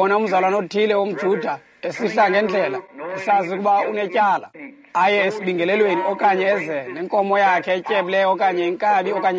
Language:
Xhosa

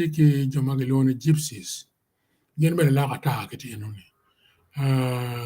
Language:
Acoli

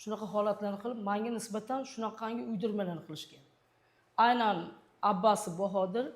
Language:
Uzbek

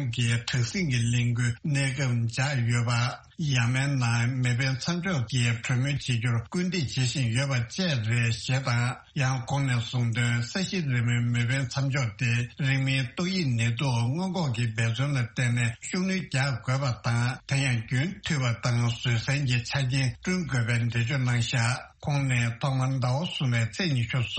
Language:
Tibetan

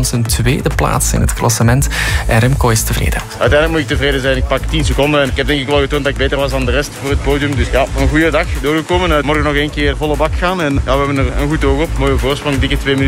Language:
Dutch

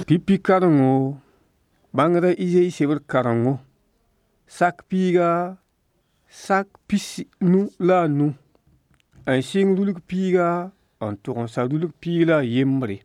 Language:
Mossi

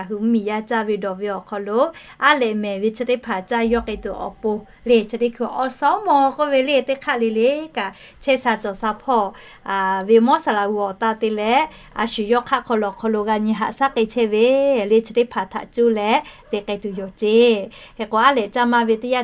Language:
Lahu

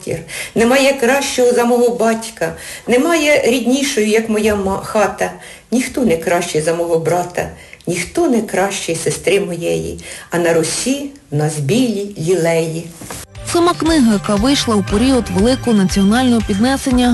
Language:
Ukrainian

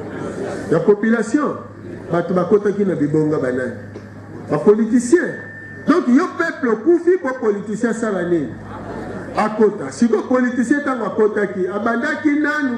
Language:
Lingala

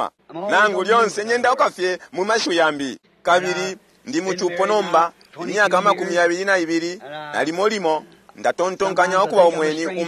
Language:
Bemba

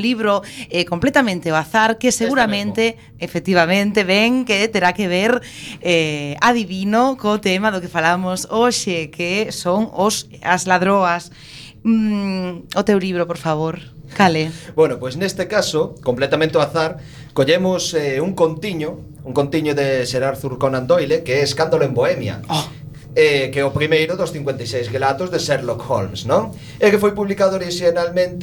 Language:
Galician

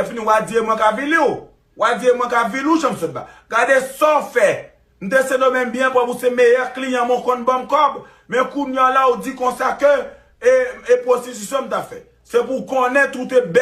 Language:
Haitian Creole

